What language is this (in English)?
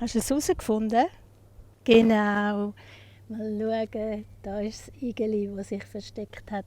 Swiss German